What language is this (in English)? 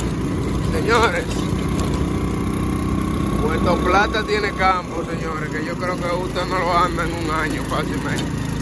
Spanish